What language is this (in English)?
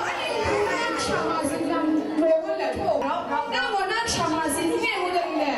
Kachin